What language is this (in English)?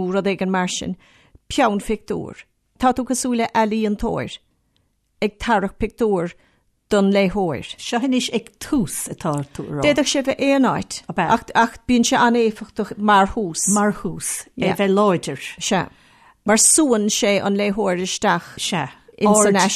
Irish